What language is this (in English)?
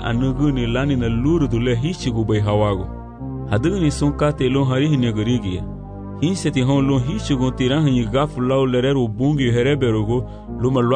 Garifuna